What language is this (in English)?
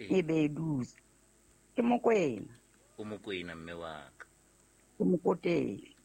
Southern Sotho